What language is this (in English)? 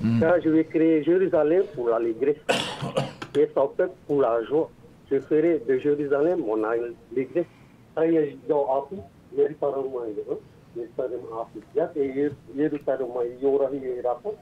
Tahitian